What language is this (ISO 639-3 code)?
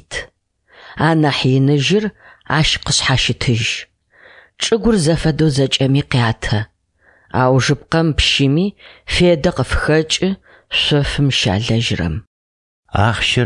ady